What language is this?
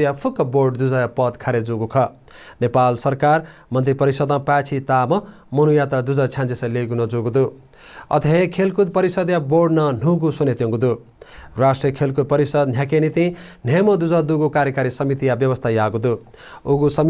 Newari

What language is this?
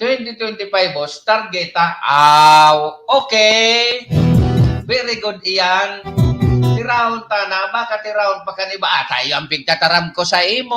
Bikol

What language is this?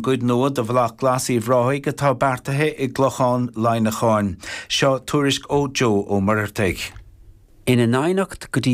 Irish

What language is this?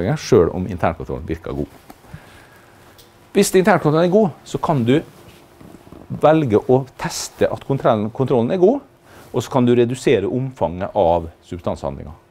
Norwegian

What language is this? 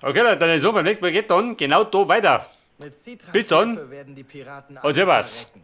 Bavarian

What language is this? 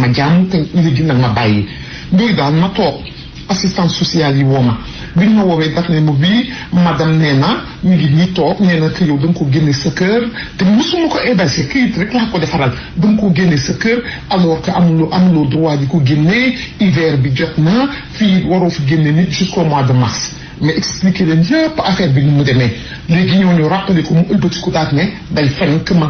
Wolof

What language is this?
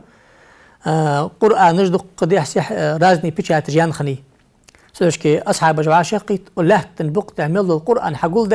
Ingush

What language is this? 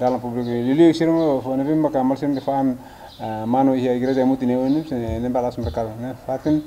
Tetum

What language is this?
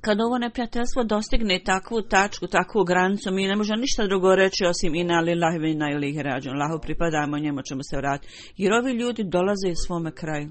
Bosnian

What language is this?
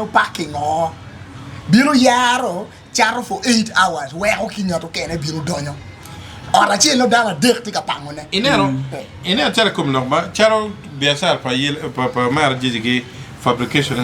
Acoli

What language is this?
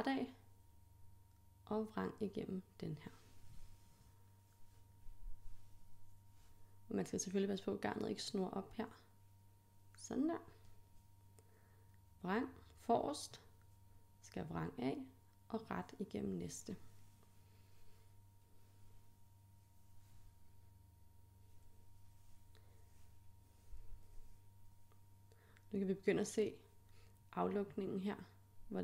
Danish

